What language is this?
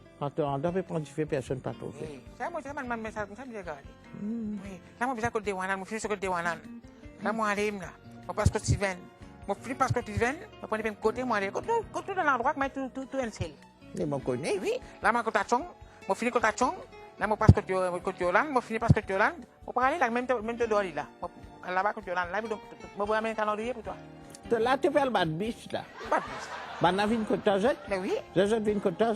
Morisyen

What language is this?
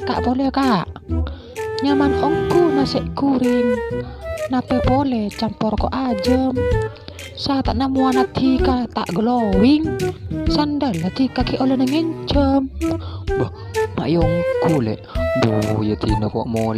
Madurese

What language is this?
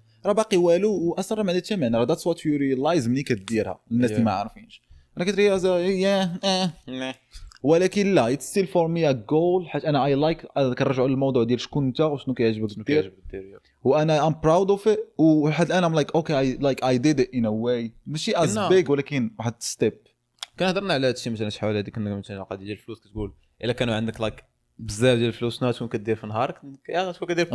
Moroccan Arabic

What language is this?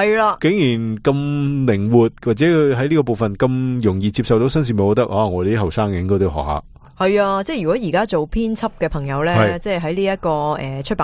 Cantonese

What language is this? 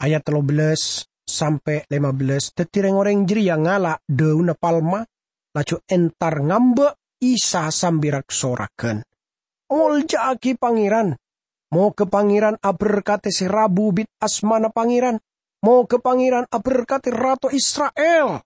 Madurese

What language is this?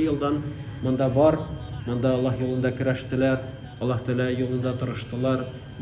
Tatar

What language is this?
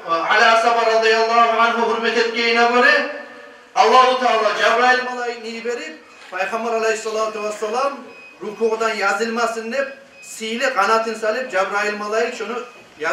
Kumyk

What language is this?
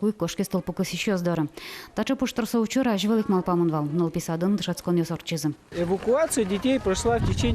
Udmurt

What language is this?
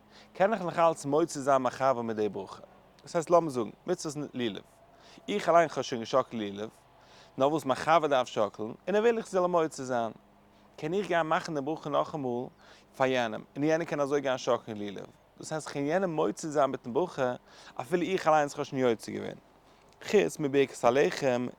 Yiddish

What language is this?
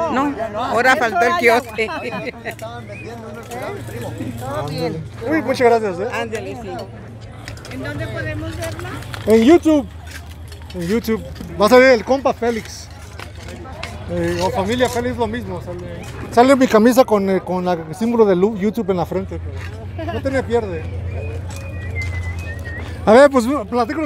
Spanish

